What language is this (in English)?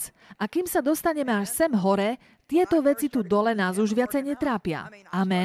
Slovak